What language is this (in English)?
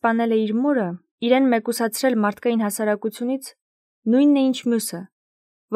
Armenian